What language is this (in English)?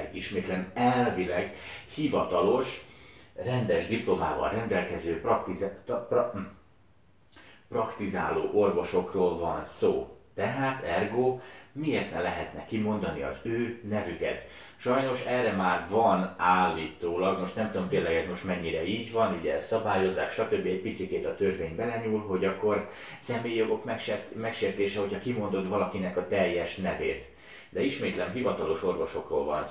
Hungarian